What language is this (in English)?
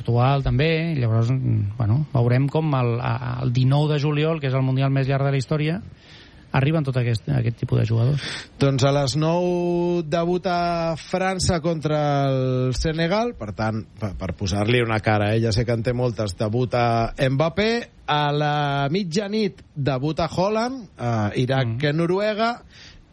Catalan